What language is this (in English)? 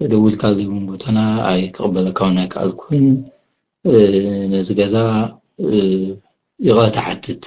Tigrinya